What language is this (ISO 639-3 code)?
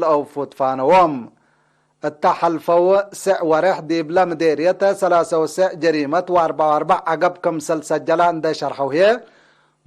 tig